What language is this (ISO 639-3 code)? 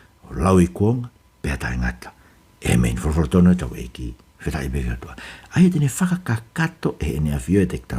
ton